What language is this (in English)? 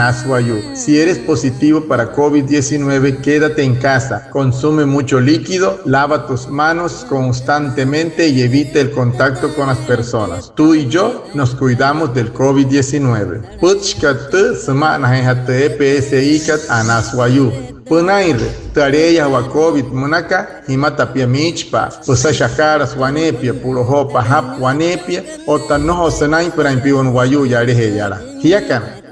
Wayuu